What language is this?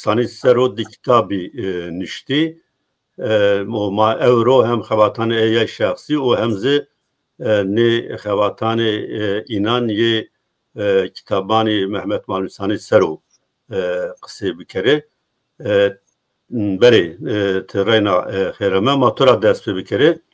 Zaza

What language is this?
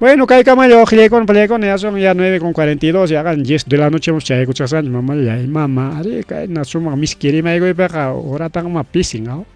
Ayacucho Quechua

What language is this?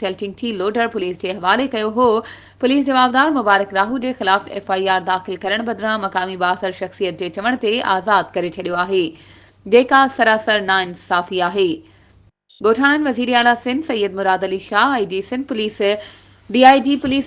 Sindhi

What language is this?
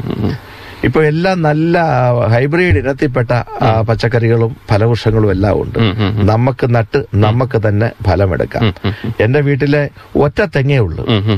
Malayalam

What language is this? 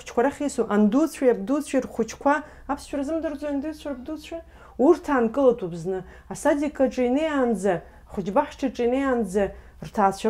Abkhazian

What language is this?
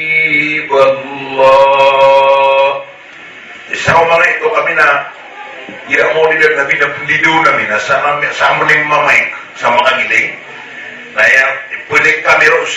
Maranao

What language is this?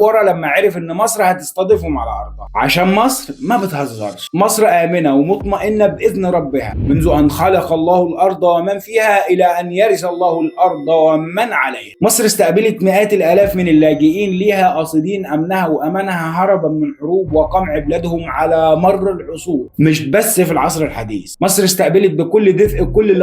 Egyptian Arabic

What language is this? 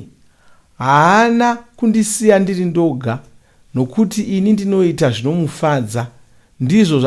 Shona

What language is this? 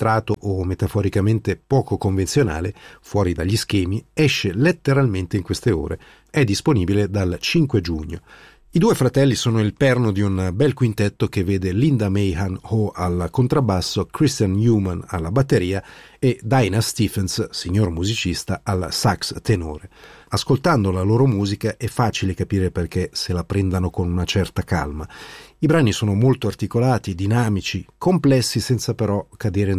Italian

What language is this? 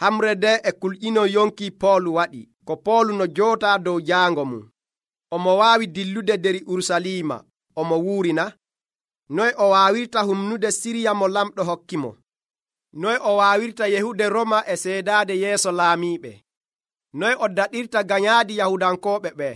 Nigerian Fulfulde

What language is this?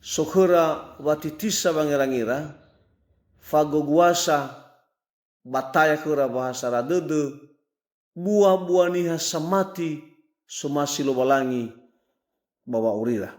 Nias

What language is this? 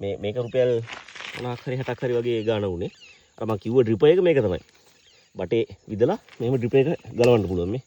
Sinhala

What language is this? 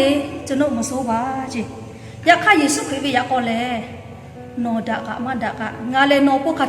Lahu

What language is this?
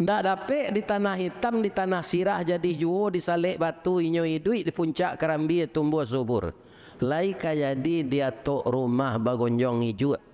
Minangkabau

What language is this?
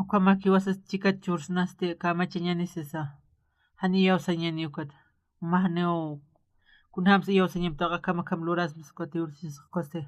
Aymara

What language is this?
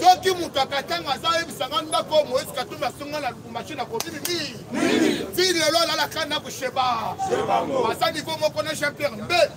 Lingala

